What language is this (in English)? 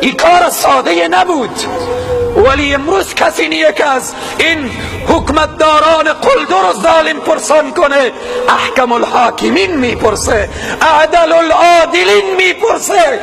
Persian